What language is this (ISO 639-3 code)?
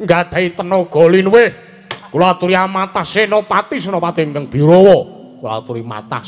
jav